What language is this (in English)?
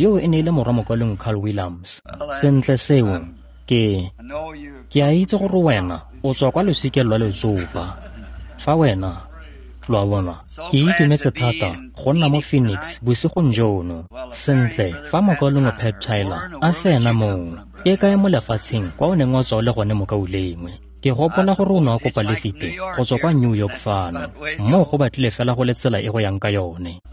Tswana